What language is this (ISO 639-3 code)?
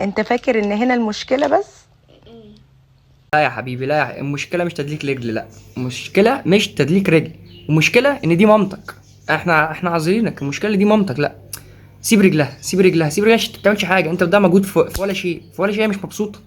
arz